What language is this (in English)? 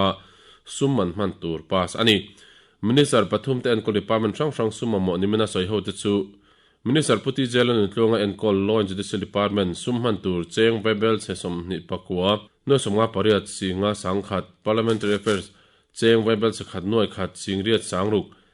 Mizo